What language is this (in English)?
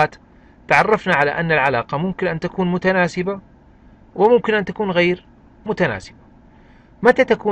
Arabic